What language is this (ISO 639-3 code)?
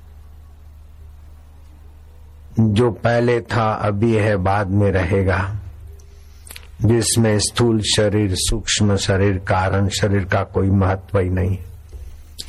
hin